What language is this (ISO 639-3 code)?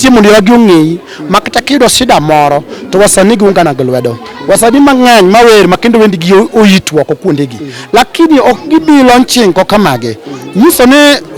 luo